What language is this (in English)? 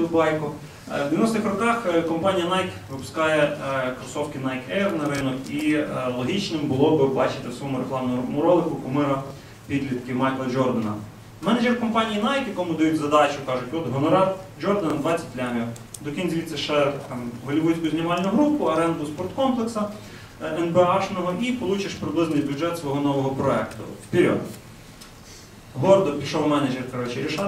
Ukrainian